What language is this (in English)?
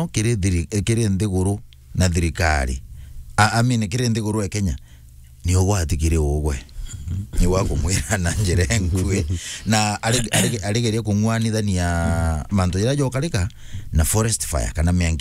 Meru